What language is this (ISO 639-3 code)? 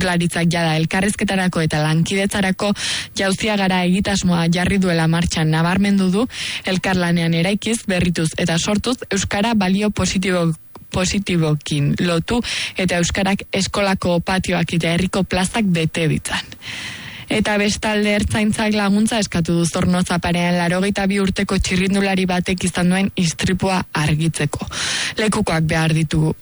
eus